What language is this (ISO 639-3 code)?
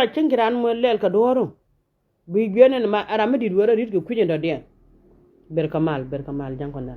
nus